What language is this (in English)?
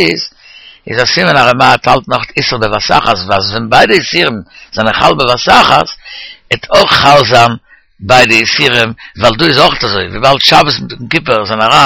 Yiddish